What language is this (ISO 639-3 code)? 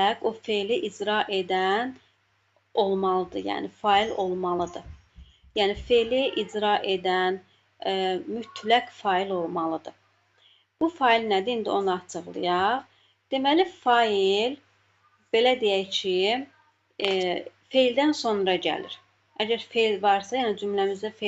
aze